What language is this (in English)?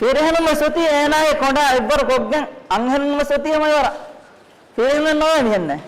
Divehi